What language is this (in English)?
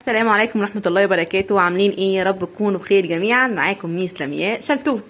Egyptian Arabic